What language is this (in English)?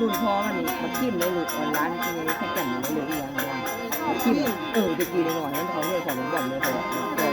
Northeastern Thai